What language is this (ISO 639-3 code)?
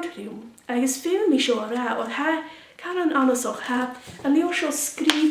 gla